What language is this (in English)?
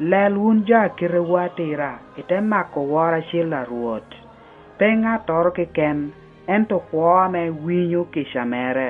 Lango (Uganda)